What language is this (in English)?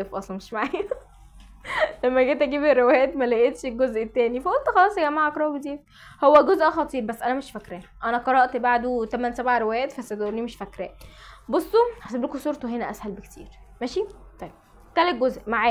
Egyptian Arabic